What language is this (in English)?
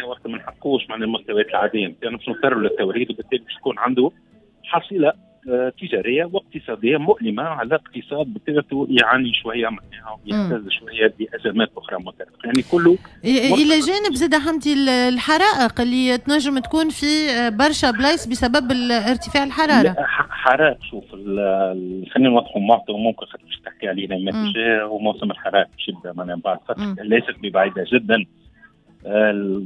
Tunisian Arabic